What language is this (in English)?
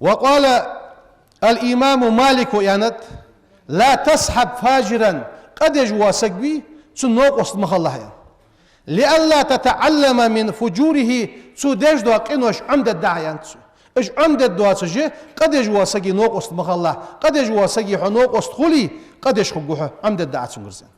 Ingush